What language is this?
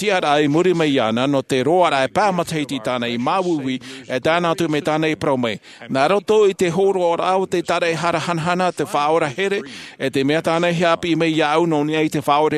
Tahitian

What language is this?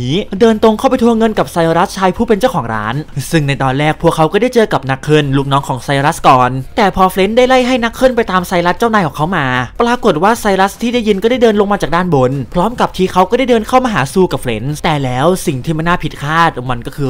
Thai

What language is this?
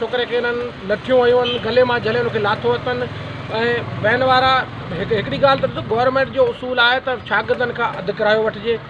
Sindhi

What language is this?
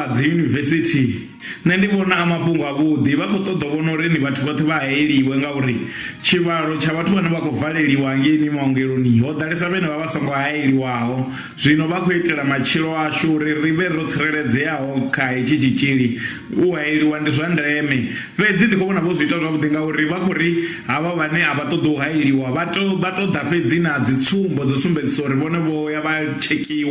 Venda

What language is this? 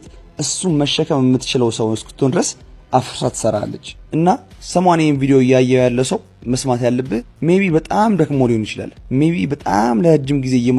Amharic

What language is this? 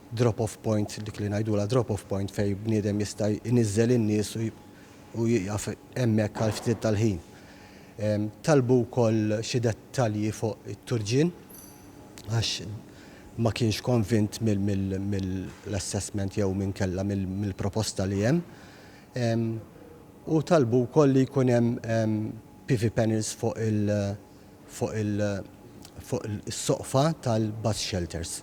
Maltese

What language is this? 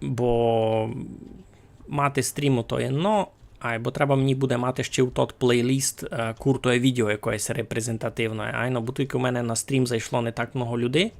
Rusyn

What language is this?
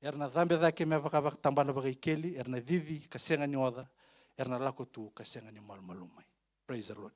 Fijian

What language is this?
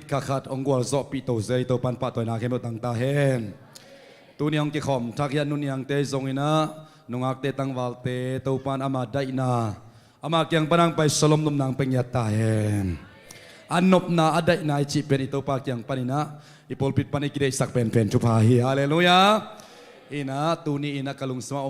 Tedim Chin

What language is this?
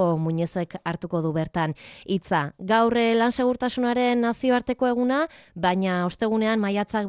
Basque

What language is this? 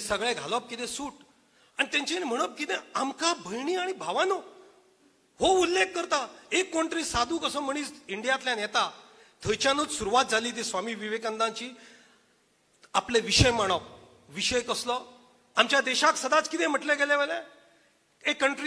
Konkani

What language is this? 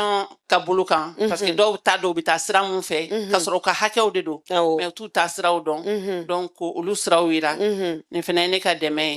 Bambara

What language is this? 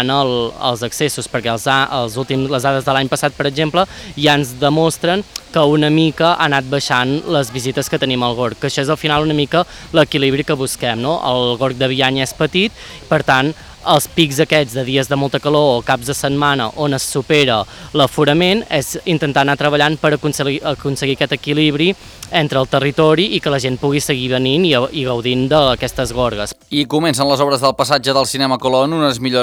Catalan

